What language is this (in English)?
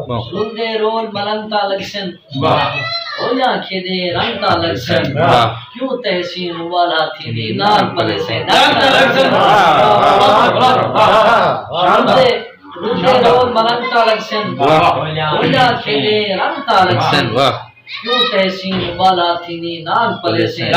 Saraiki